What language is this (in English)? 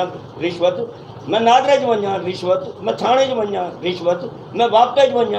Saraiki